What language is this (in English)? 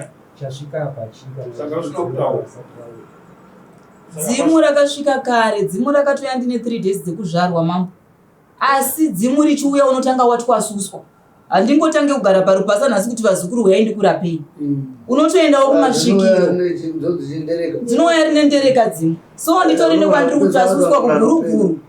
Shona